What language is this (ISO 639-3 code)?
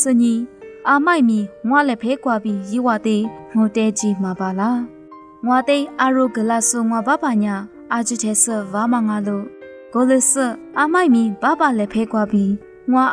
lis